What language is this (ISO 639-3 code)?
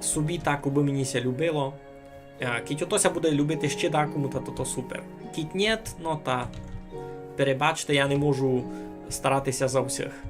rue